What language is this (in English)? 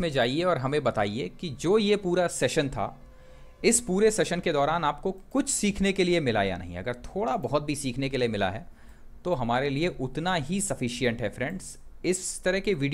Hindi